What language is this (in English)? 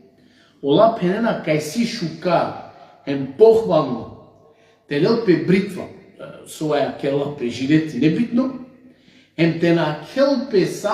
Balkan Romani